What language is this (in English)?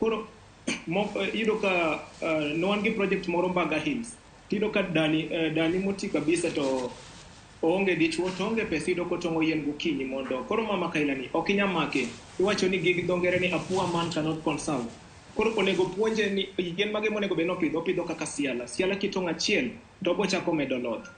Luo (Kenya and Tanzania)